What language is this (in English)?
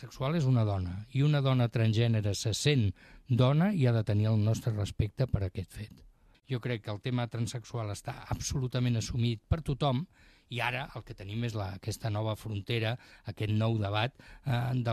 Catalan